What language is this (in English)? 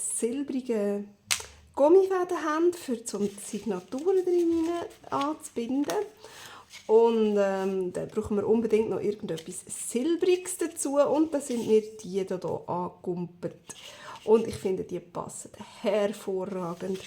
Swiss German